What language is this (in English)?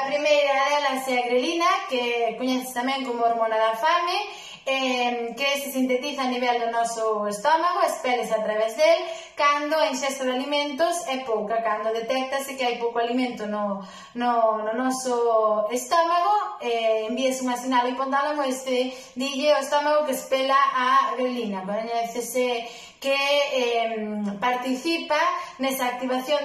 Galician